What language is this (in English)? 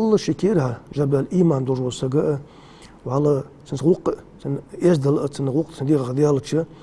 Ingush